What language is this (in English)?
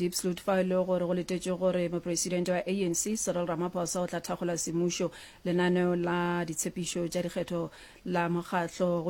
Northern Sotho